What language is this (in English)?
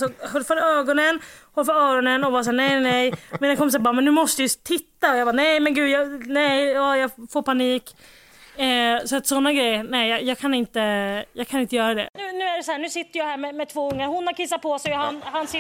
Swedish